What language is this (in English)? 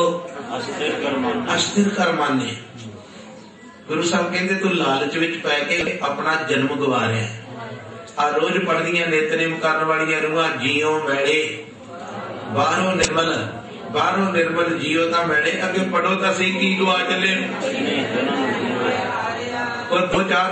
Punjabi